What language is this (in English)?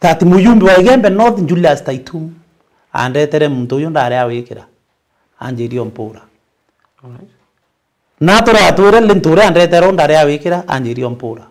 Meru